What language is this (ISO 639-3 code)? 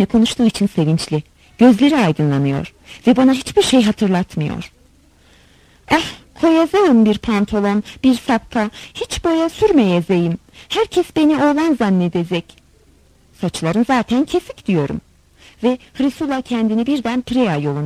tur